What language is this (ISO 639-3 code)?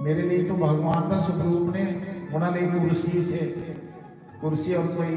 doi